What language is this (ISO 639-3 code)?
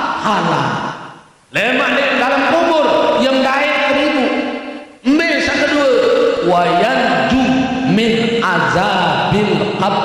sas